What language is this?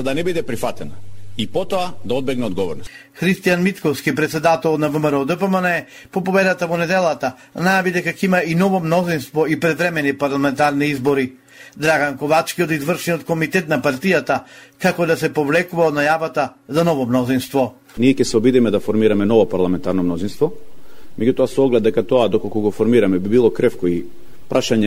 Macedonian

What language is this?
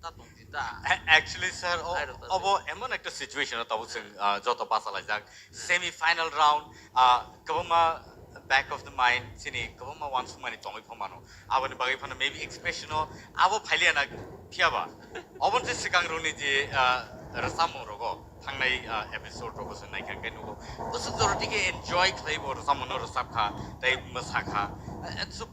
Kok Borok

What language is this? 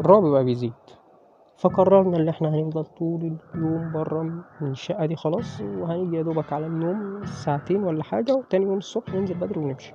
Egyptian Arabic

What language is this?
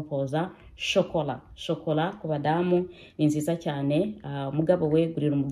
Kinyarwanda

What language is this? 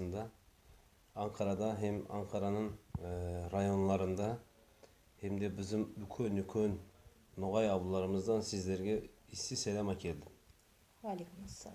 Nogai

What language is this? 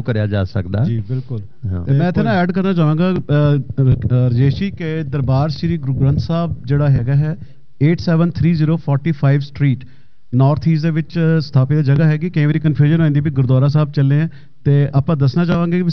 Punjabi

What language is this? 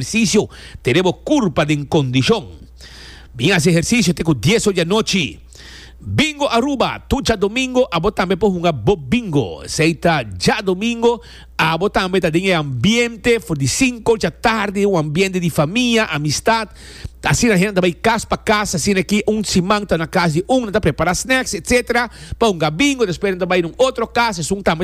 Papiamento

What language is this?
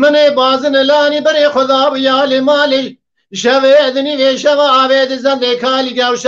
Kurdish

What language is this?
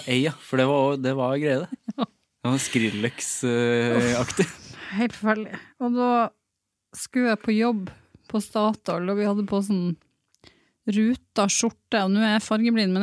Norwegian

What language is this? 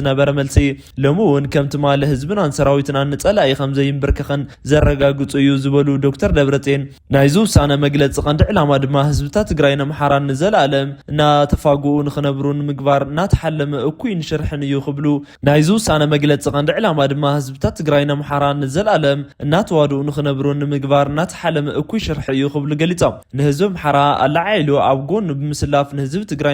Tigrinya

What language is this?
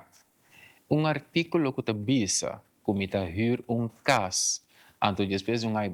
Papiamento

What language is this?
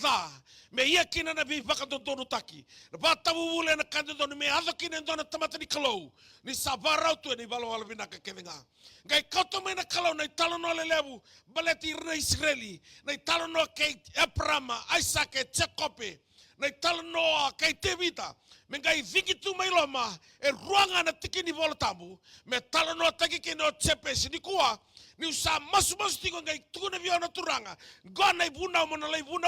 Fijian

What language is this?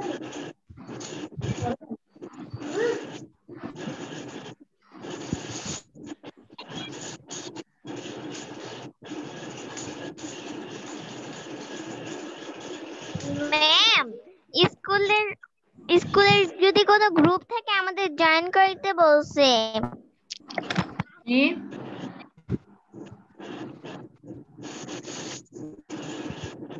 Bangla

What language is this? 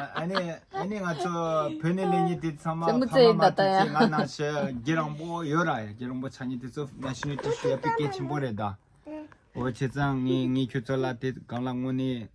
Tibetan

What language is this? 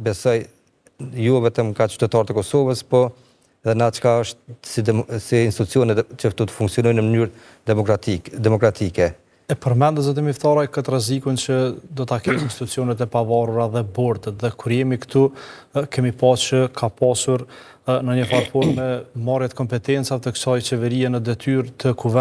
Albanian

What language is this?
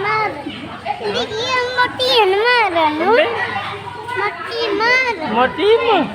Sasak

